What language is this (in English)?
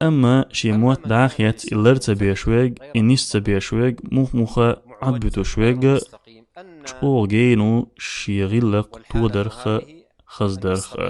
Chechen